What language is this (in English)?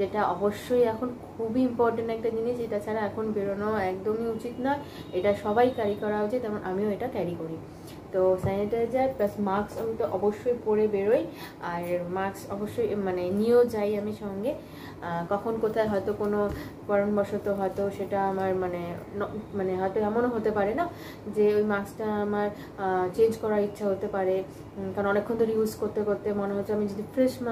Bangla